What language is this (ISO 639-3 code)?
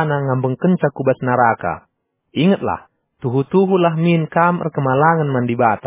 btx